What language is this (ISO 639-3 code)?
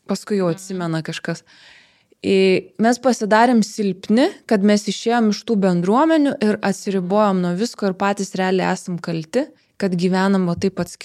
lit